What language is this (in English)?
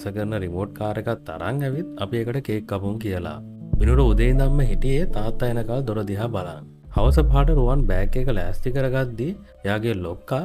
Sinhala